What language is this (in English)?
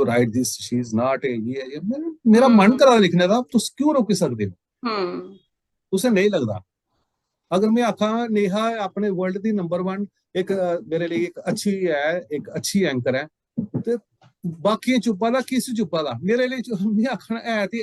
Dogri